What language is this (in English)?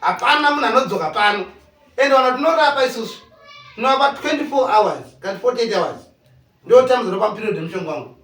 Shona